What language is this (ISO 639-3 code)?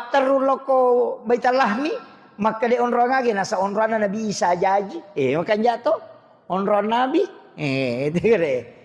bug